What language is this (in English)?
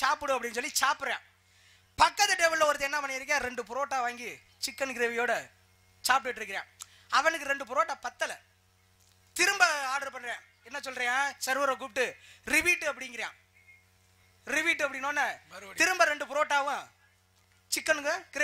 Tamil